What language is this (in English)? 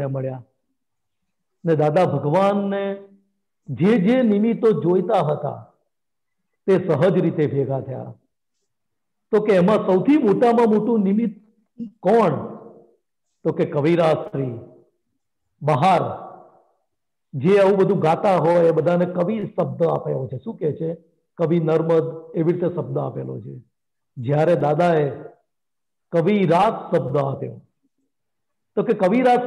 Gujarati